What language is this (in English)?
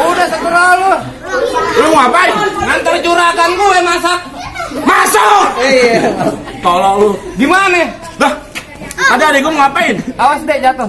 Betawi